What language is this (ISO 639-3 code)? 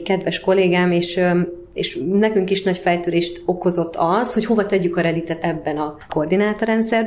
hun